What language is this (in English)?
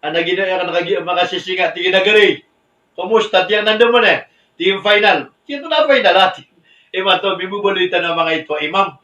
Maranao